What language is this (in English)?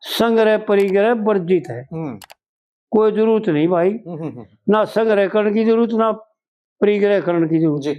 Haryanvi